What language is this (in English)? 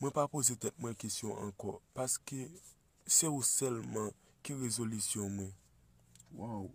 Haitian Creole